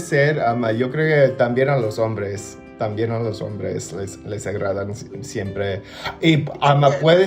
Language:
Ladino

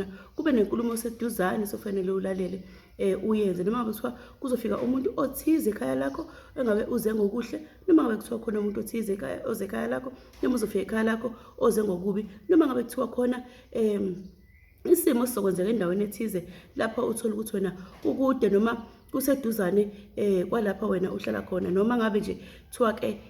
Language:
Zulu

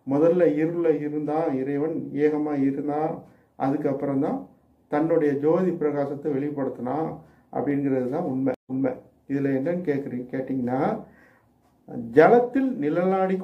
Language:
Tamil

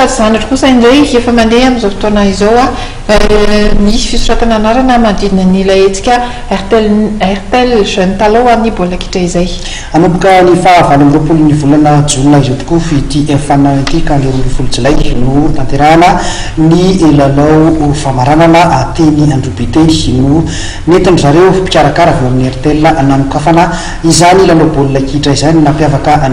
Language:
Malagasy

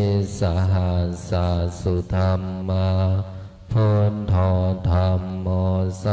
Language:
Pali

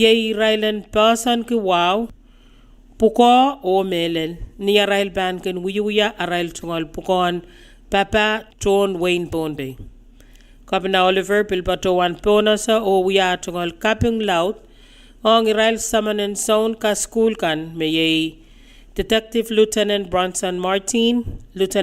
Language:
Pohnpeian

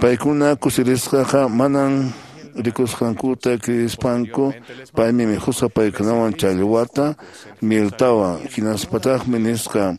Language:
Quechua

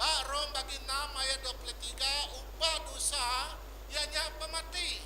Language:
Iban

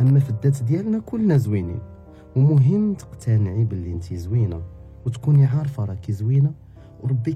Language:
Moroccan Arabic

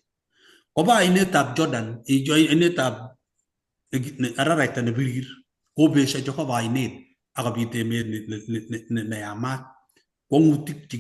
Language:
Kalenjin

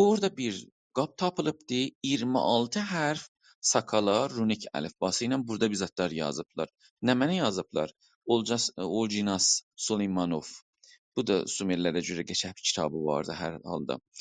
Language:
South Azerbaijani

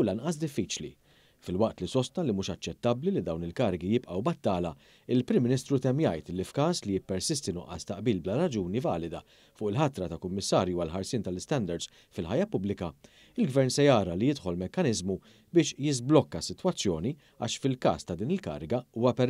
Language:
Maltese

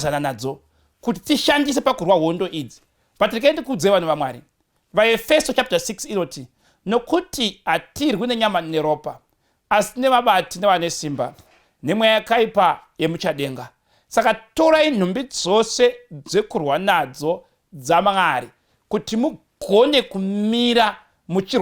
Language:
Shona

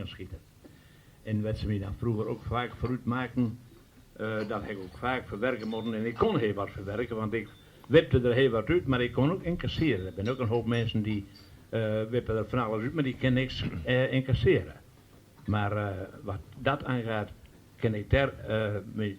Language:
Western Frisian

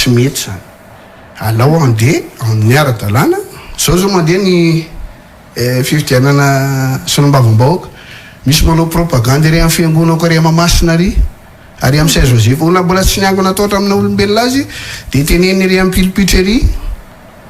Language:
Malagasy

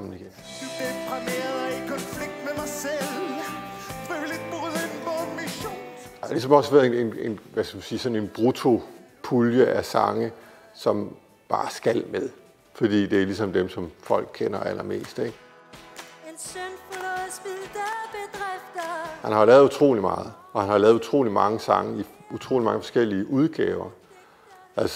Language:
Danish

